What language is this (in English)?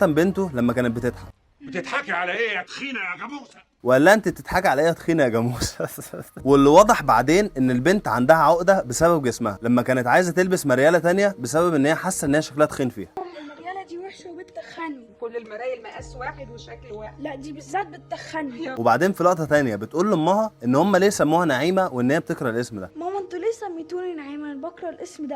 Egyptian Arabic